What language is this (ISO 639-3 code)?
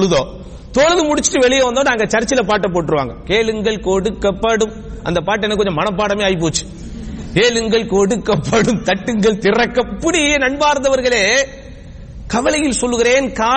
tam